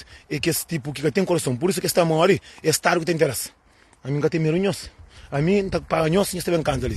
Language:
Kabuverdianu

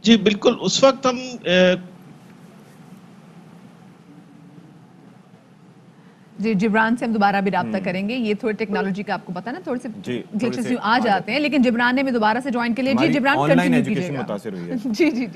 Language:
Urdu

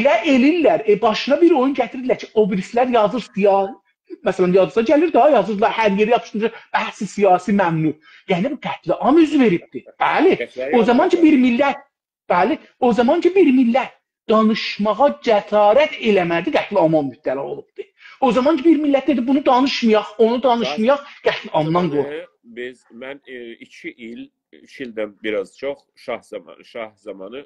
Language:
South Azerbaijani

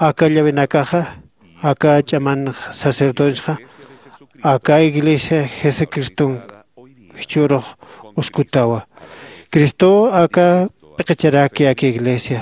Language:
Aymara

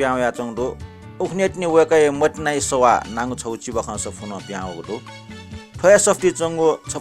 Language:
Newari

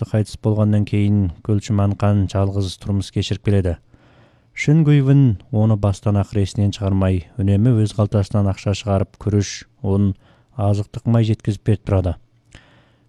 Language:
Kazakh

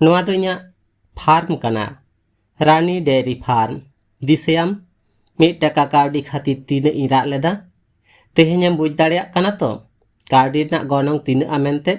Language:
Santali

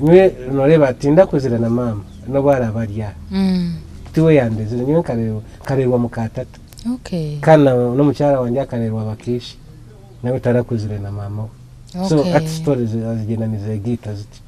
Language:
Nyankole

